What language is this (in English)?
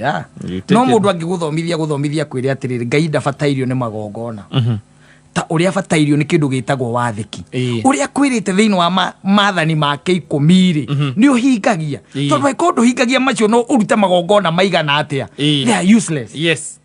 Kikuyu